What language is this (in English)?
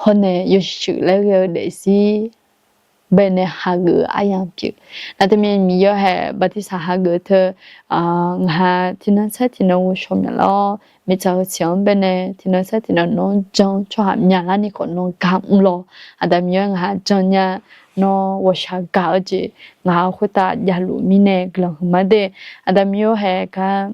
Akha